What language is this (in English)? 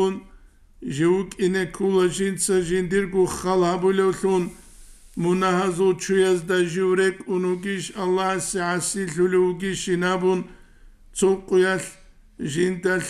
Avaric